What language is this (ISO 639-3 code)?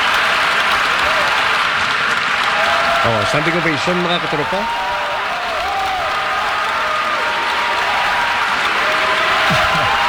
fil